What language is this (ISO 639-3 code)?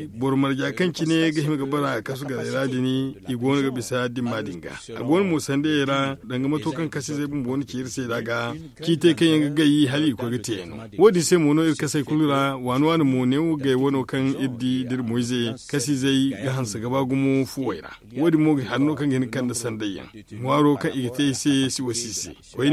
dje